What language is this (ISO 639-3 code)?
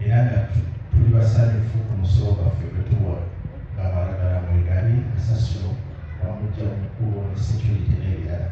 lug